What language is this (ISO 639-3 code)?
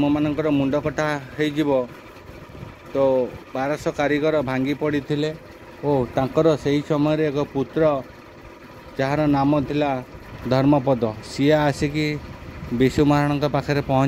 ori